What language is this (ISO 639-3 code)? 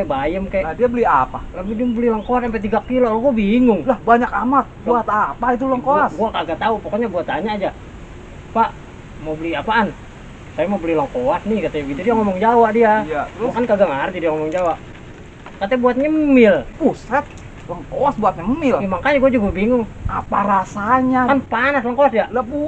bew